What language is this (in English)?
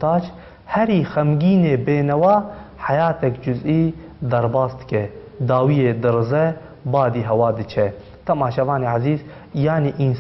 Kurdish